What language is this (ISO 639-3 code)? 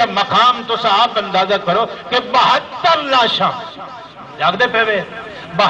skr